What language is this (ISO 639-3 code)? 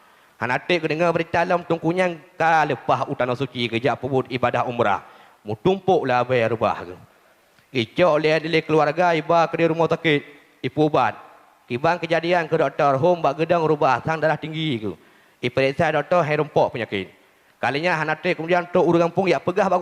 ace